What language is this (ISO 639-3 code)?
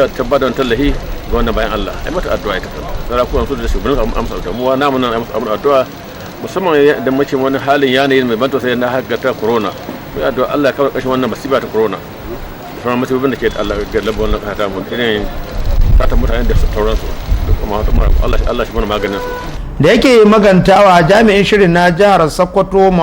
hau